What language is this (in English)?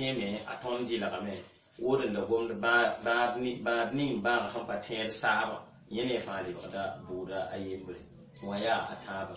Mossi